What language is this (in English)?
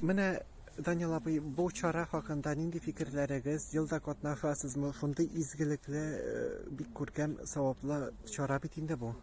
Tatar